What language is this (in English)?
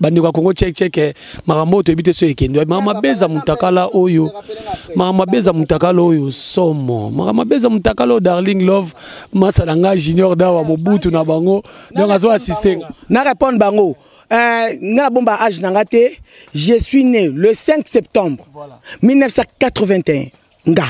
Lingala